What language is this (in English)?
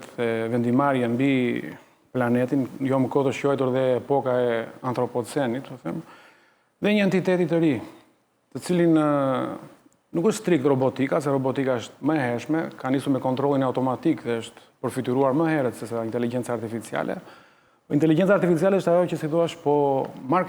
Albanian